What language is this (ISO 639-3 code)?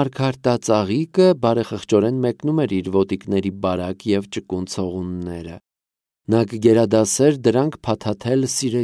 hye